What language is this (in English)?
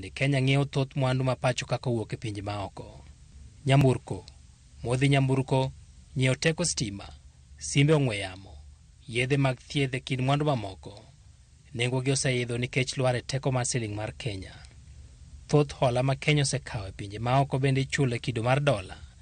Luo (Kenya and Tanzania)